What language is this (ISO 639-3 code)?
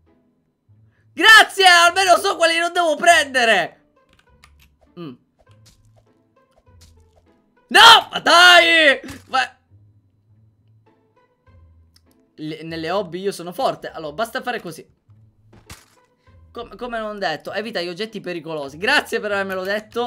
ita